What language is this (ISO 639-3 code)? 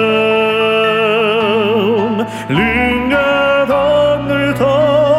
ron